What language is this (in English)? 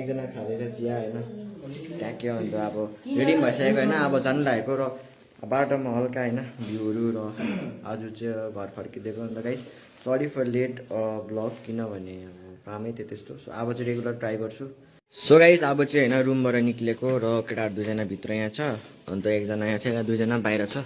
Nepali